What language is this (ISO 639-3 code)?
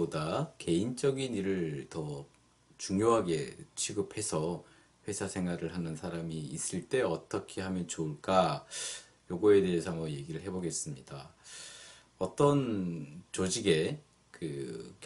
kor